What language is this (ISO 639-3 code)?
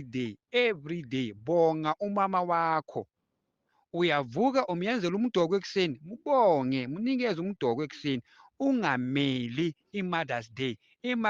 zul